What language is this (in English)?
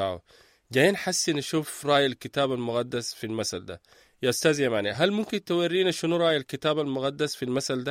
Sudanese Arabic